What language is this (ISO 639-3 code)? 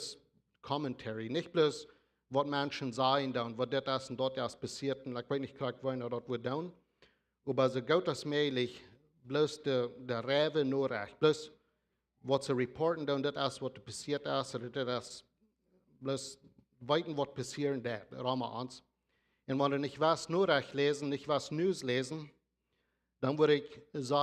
pdt